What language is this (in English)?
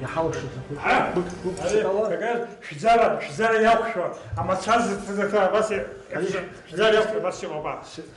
Abkhazian